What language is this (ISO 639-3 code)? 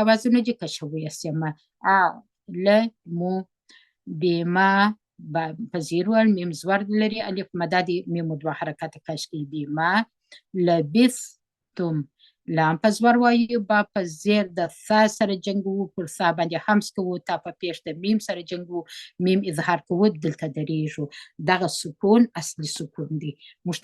pus